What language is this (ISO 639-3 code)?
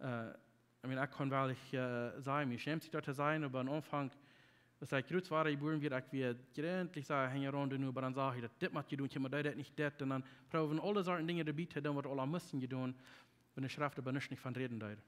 pdt